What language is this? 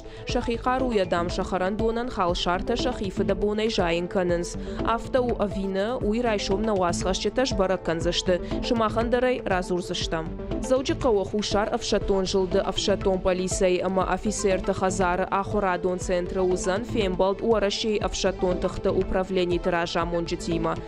Ossetic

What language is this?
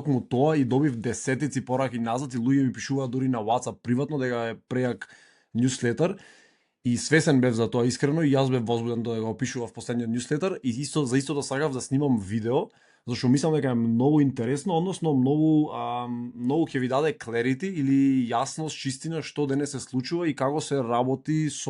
Macedonian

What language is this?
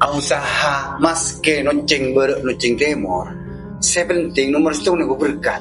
Madurese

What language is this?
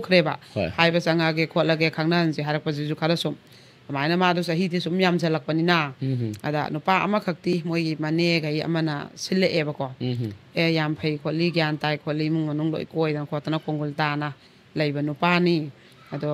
Manipuri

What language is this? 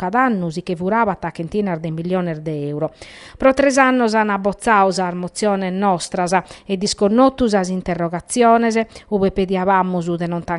Sardinian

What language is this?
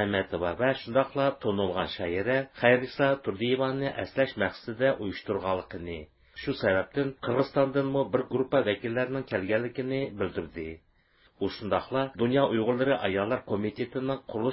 Uyghur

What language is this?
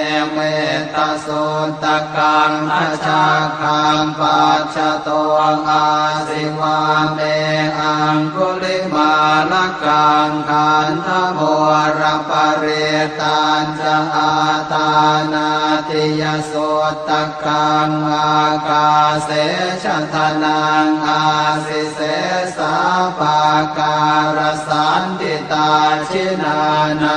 Pali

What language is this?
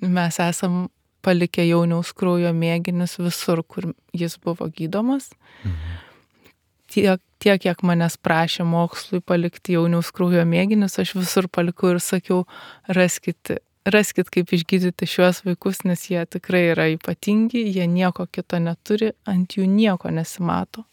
Lithuanian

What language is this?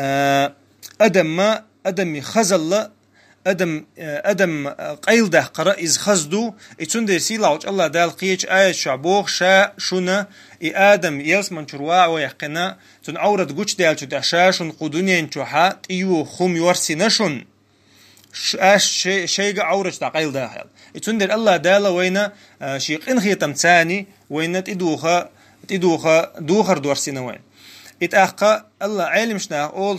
Chechen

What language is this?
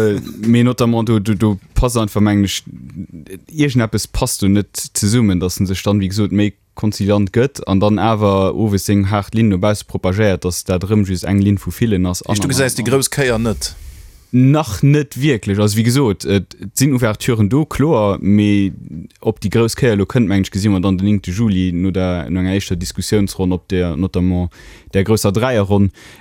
Luxembourgish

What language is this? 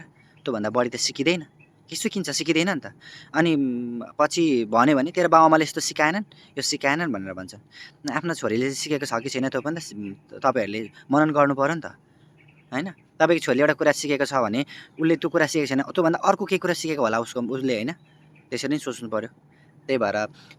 Nepali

